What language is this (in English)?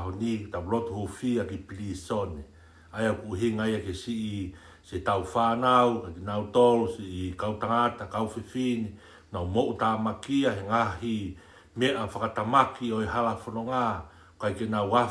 Tongan